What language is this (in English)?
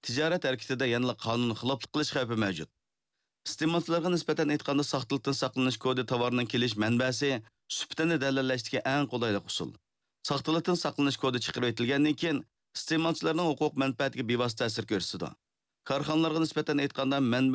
Uyghur